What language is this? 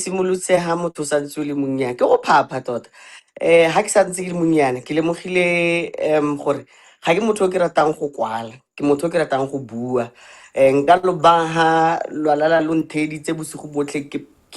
Tswana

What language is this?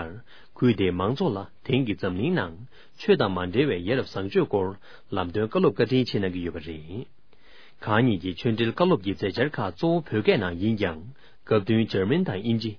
Tibetan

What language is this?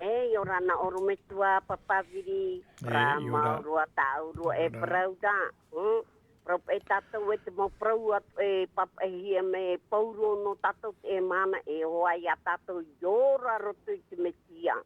Tahitian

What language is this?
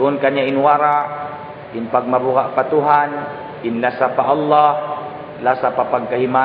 Tausug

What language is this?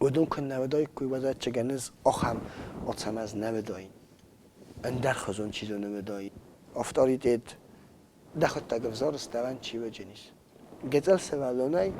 Ossetic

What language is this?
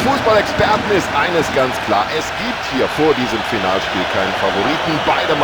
Bavarian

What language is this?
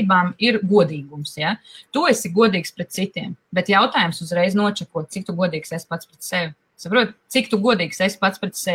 Latvian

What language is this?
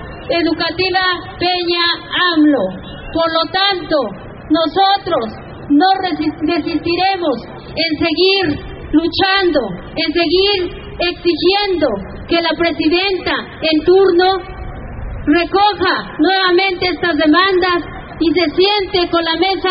Spanish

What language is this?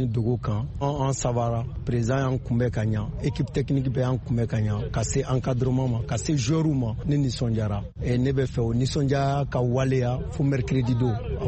Bambara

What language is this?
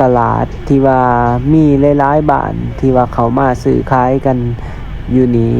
Lao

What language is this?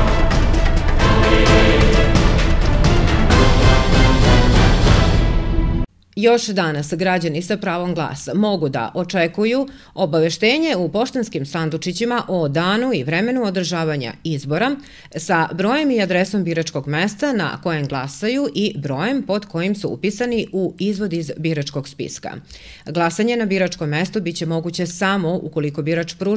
Serbian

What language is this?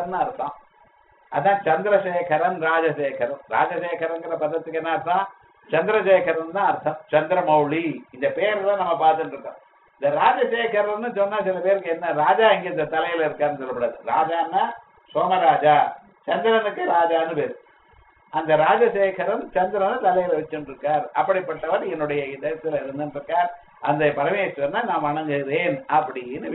Tamil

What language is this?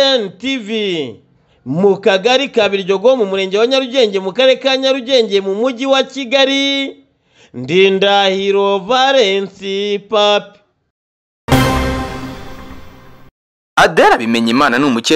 Kinyarwanda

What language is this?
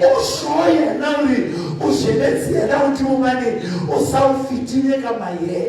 Southern Sotho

